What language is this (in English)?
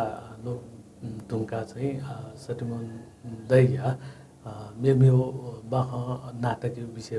Newari